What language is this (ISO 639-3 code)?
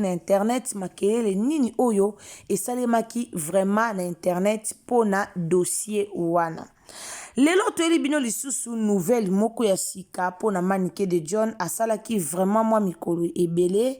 lin